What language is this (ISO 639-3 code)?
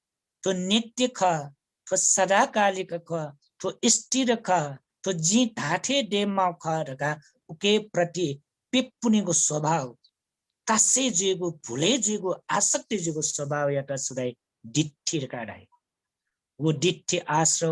new